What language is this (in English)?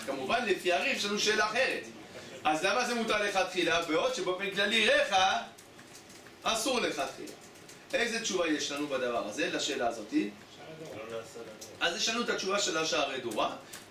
Hebrew